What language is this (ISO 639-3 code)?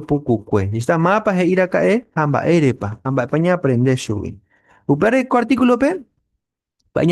grn